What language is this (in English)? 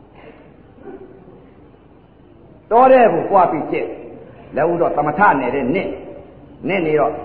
Burmese